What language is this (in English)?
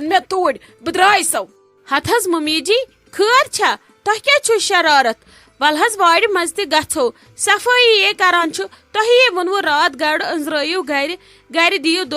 Kashmiri